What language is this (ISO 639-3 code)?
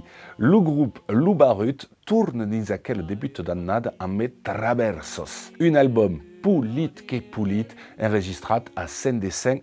oci